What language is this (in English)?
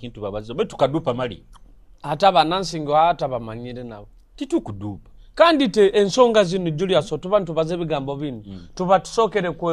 Nyoro